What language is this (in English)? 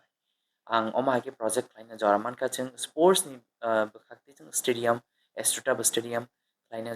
Kok Borok